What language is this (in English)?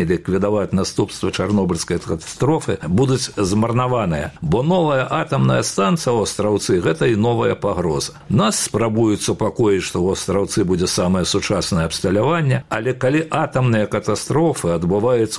Belarusian